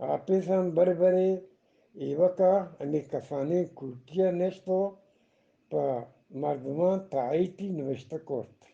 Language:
Eastern Balochi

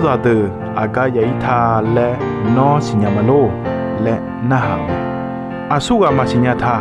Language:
Akha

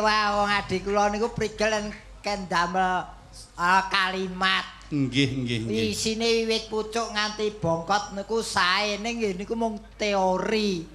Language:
Javanese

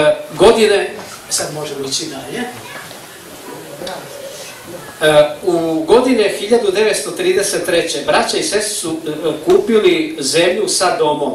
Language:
Serbian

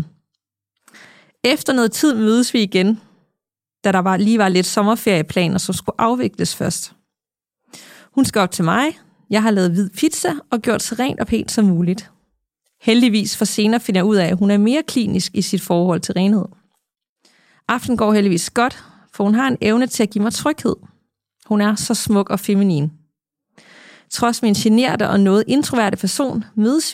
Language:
Danish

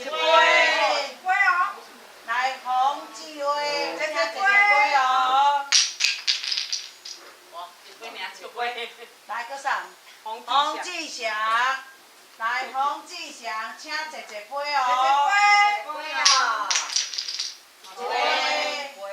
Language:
Min Nan Chinese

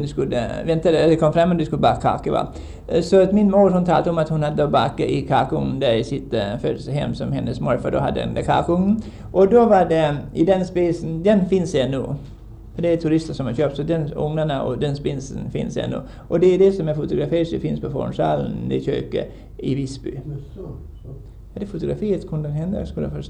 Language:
Swedish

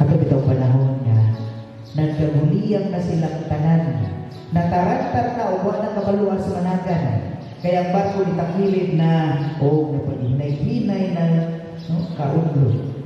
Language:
Cebuano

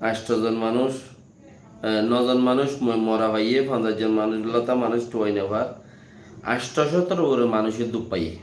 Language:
Rohingya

